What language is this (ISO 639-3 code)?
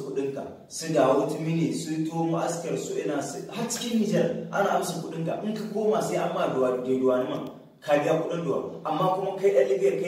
hau